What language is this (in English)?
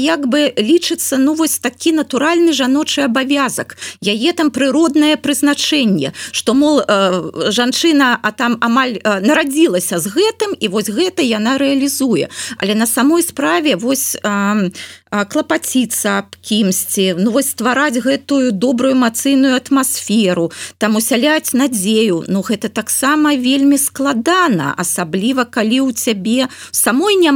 Belarusian